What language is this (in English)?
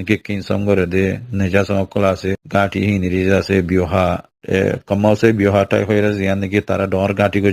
Rohingya